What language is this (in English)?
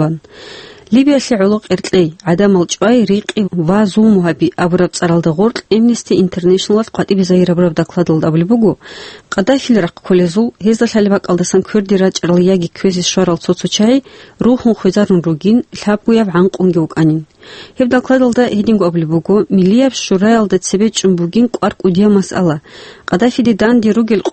Avaric